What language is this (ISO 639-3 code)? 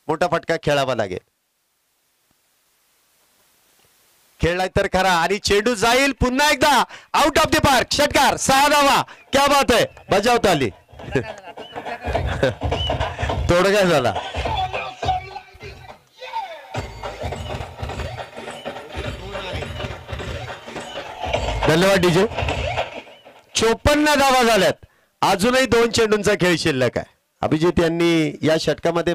mar